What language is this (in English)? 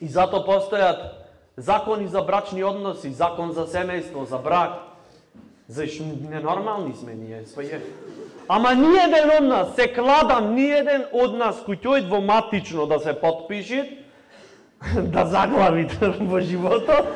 Macedonian